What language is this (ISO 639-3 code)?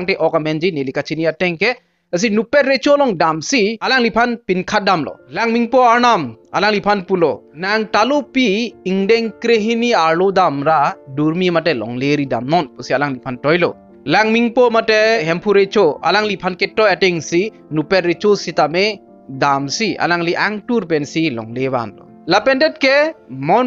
mjw